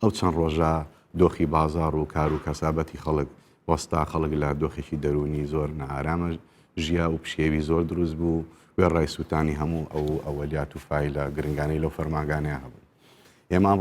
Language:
Central Kurdish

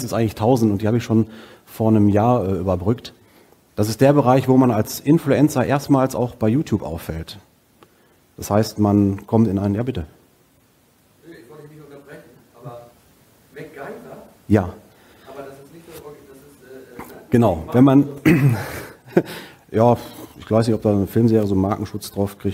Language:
German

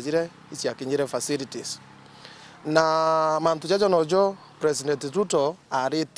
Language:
Meru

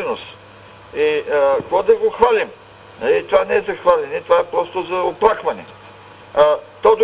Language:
Bulgarian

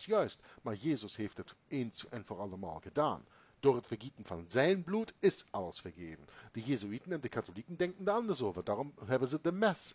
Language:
Dutch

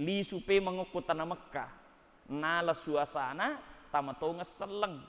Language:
Buginese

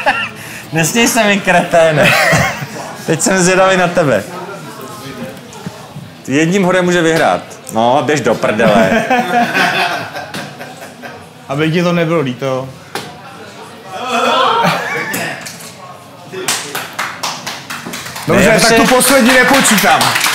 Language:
Czech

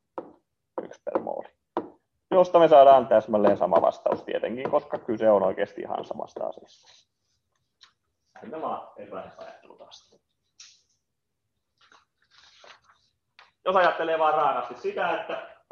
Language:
Finnish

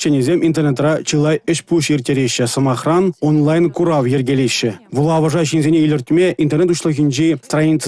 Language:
Chuvash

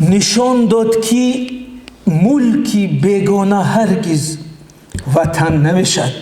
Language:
Tajik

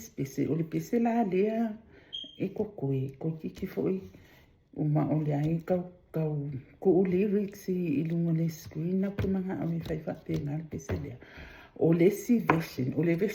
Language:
Samoan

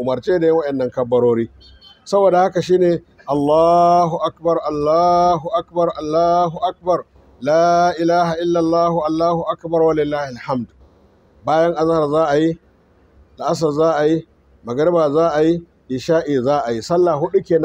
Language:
Hausa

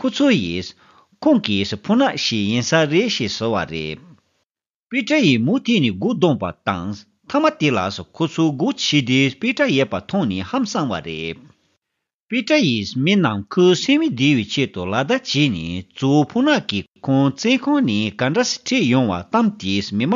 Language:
Tibetan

